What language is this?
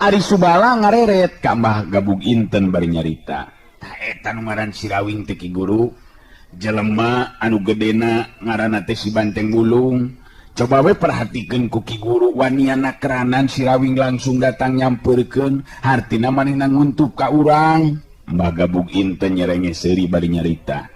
Sundanese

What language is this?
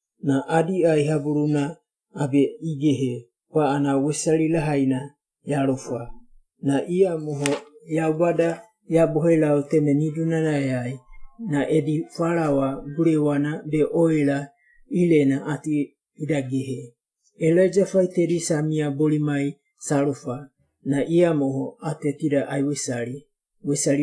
Wagawaga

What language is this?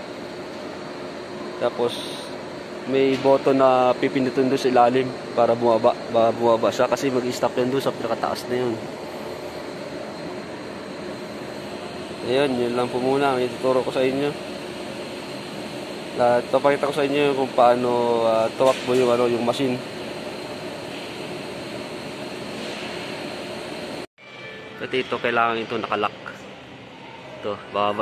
Filipino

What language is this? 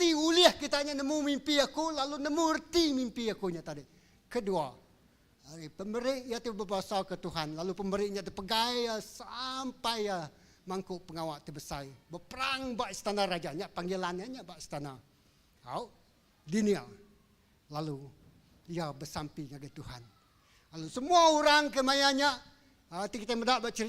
Iban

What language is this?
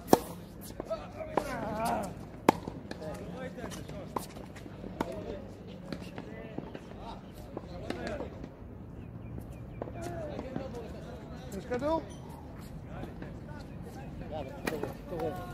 Hebrew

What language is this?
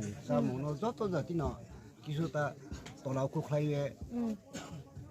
Riang (India)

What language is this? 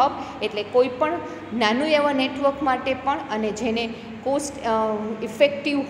Gujarati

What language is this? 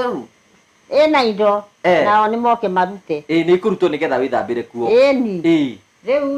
Kikuyu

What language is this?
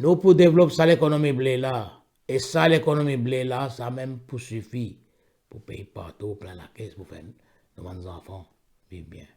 Morisyen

